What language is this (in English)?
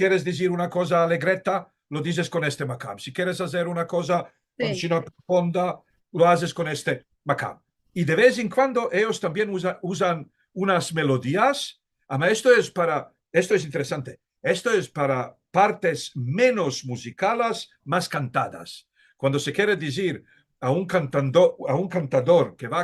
Ladino